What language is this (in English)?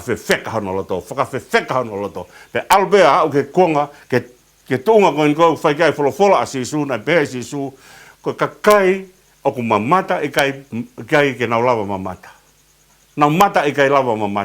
Tongan